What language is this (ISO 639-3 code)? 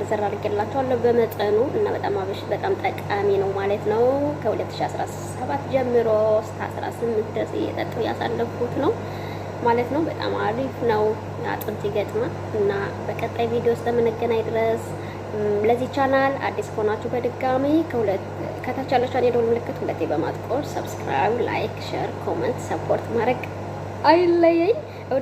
amh